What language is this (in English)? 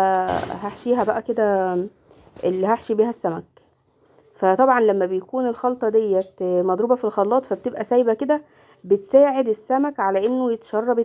Egyptian Arabic